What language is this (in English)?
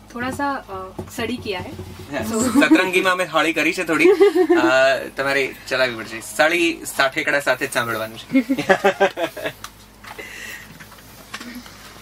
Gujarati